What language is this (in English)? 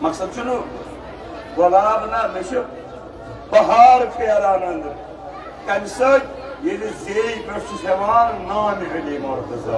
Kashmiri